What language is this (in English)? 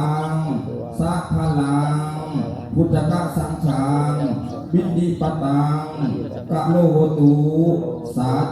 Lao